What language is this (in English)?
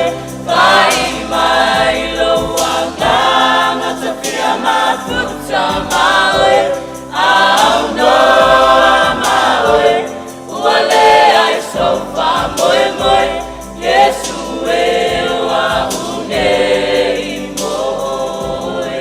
Samoan